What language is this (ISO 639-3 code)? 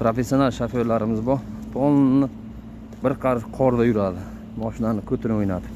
uzb